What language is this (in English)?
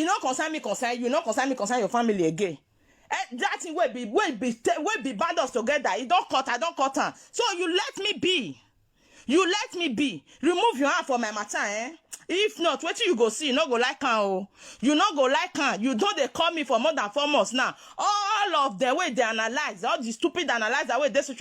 Nigerian Pidgin